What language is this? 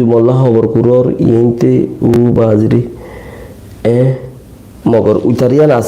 Rohingya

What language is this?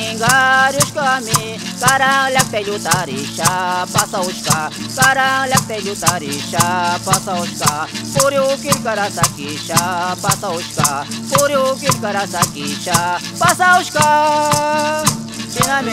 Napo Lowland Quechua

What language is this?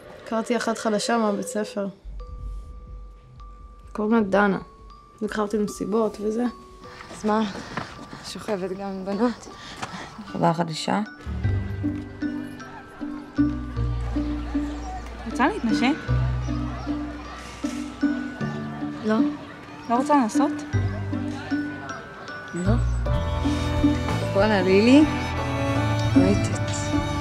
Hebrew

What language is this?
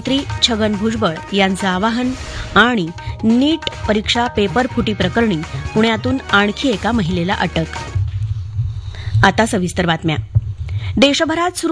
Marathi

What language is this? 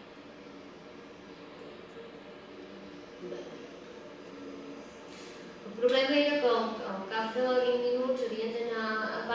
Catalan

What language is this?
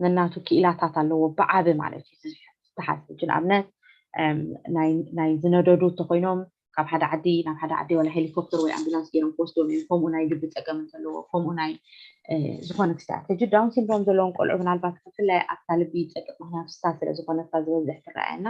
Tigrinya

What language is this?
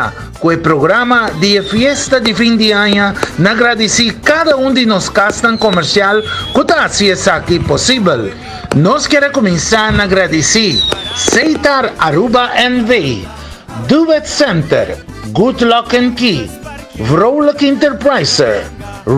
Papiamento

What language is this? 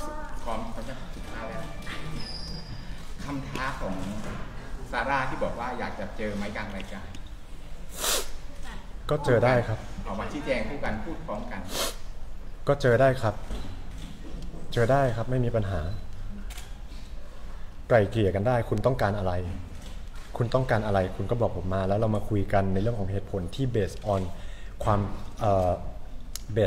Thai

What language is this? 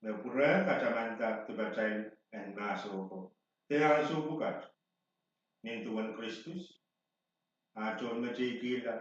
Pohnpeian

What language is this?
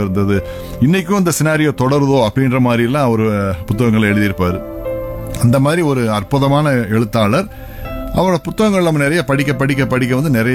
Tamil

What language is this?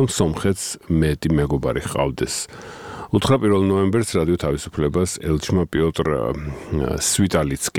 Georgian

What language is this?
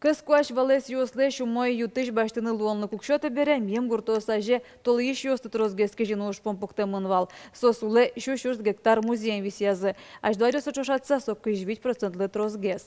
Udmurt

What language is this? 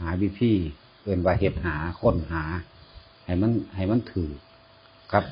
Northeastern Thai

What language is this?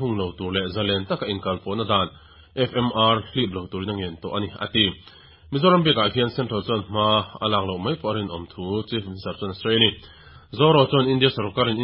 Mizo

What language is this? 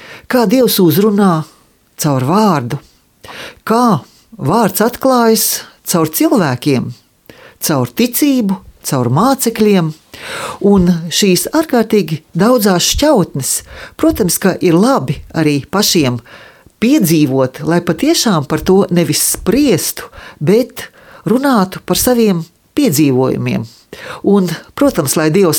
Latvian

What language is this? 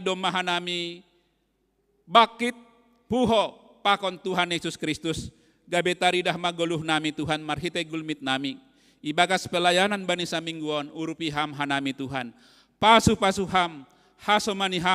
Batak Simalungun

